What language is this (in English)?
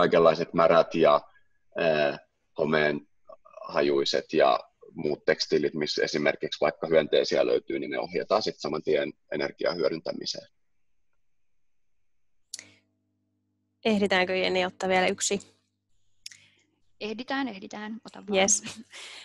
Finnish